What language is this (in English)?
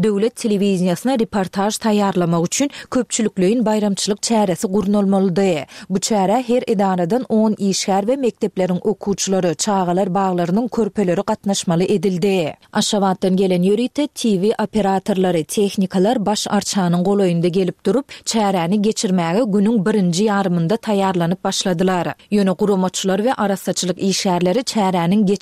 Turkmen